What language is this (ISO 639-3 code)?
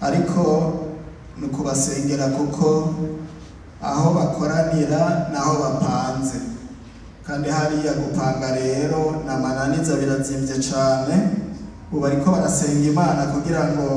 run